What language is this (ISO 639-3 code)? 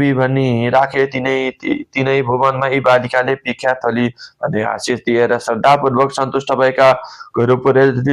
nep